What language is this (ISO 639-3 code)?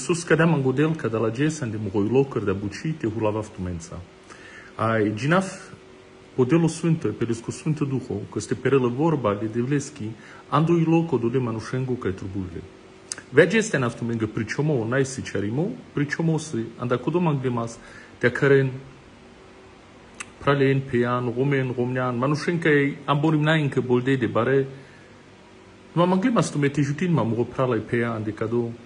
rom